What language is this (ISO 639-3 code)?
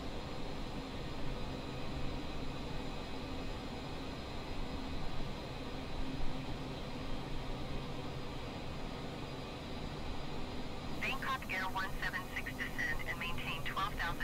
eng